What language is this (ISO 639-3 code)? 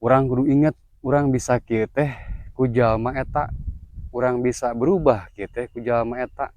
sun